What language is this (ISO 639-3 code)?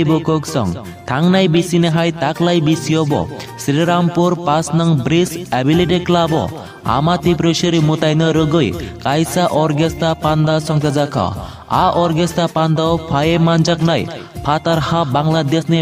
trp